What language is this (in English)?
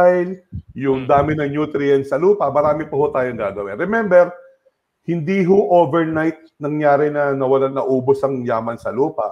Filipino